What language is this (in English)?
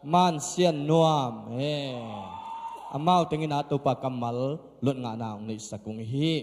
Tedim Chin